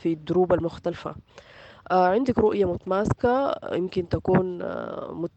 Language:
Sudanese Arabic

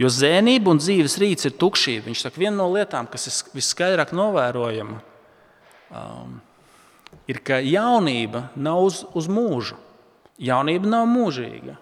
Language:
Latvian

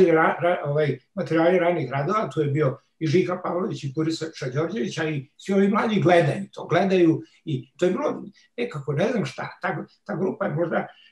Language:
Serbian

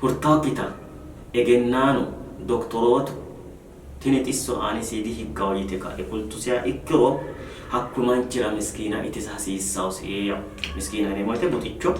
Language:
Sidamo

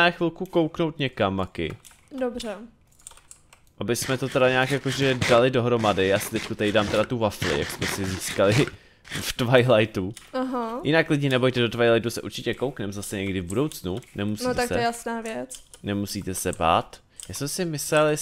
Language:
Czech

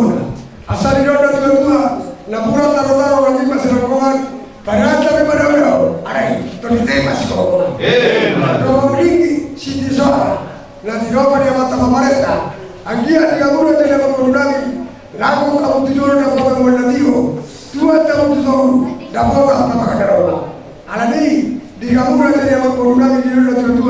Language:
Batak Toba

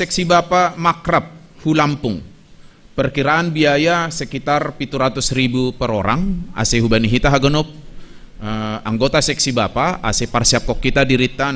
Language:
Batak Simalungun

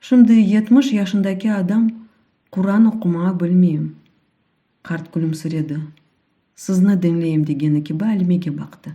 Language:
Crimean Tatar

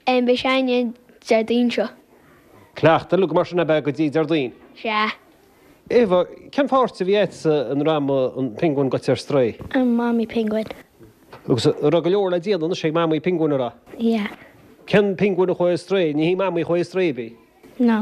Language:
Irish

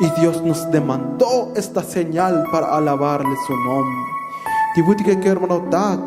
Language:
Tzotzil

